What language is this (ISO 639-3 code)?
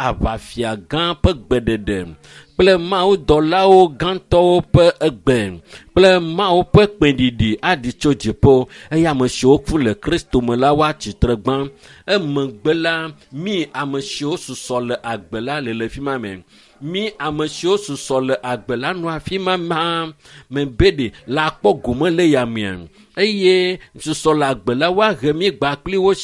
ewe